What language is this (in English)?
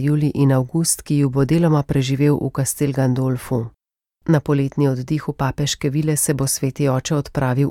Slovenian